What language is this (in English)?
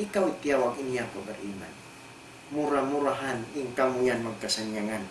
Tausug